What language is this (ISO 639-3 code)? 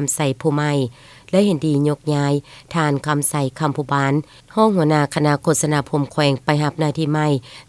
lao